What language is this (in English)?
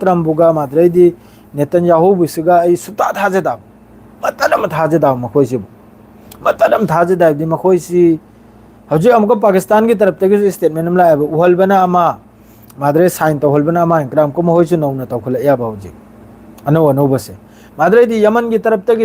Manipuri